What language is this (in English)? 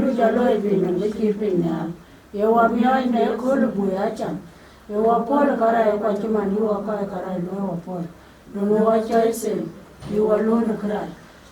Dinka